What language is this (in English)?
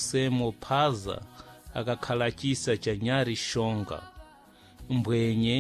Sena